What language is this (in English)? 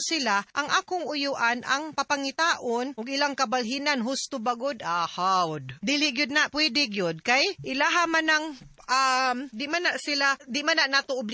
Cebuano